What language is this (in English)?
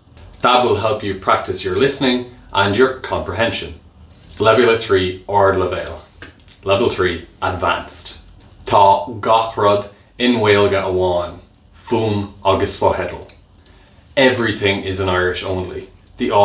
Irish